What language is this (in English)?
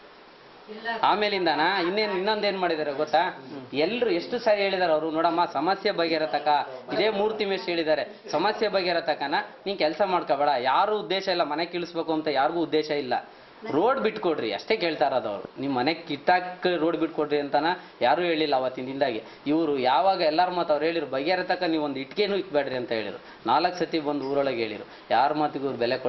Kannada